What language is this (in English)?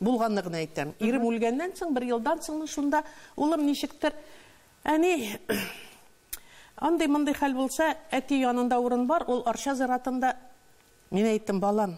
Tatar